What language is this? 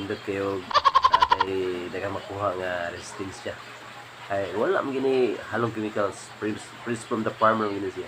Cebuano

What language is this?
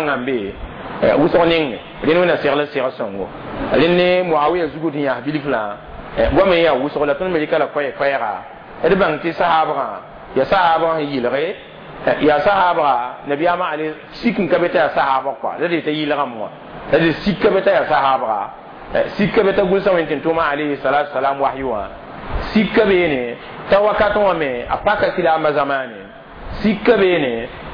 Mossi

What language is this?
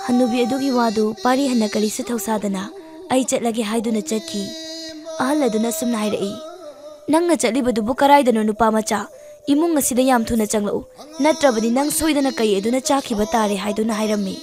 Manipuri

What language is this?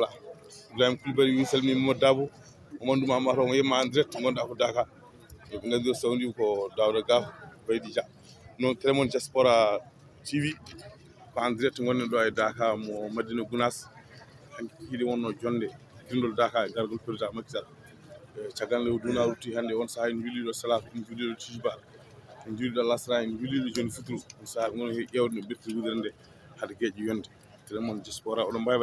Fula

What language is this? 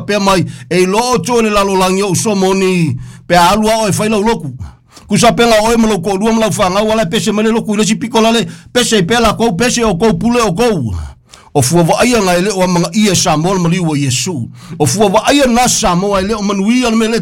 Samoan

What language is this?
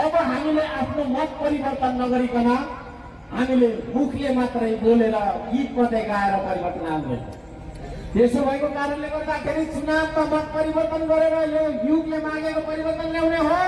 Nepali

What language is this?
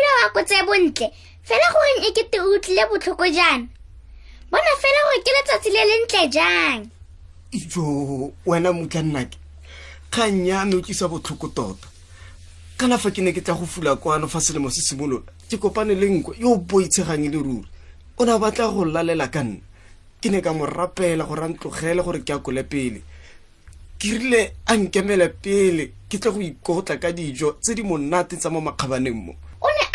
Tswana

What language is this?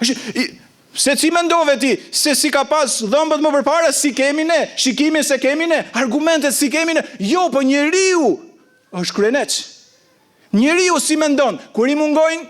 Albanian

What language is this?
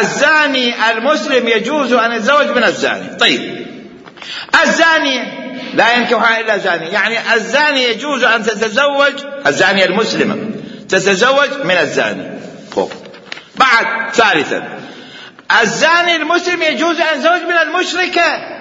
Mesopotamian Arabic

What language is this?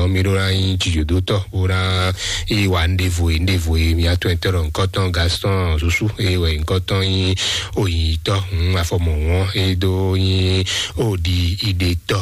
Fon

